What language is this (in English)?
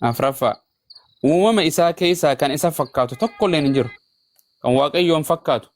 Oromo